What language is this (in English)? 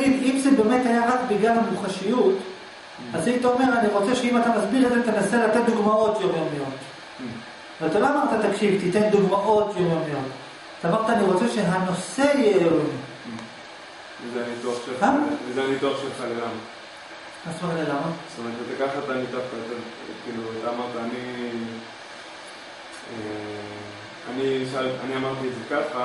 Hebrew